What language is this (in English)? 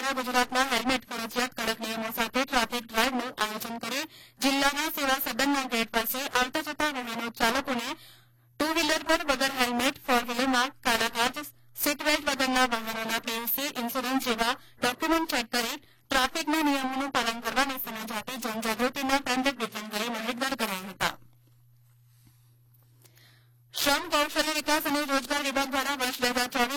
Gujarati